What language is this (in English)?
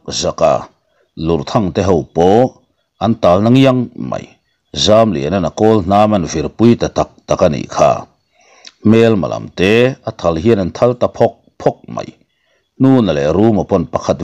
Mizo